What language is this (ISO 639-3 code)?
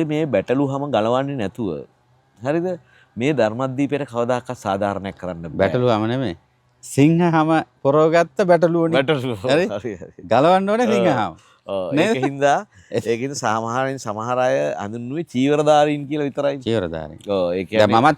sin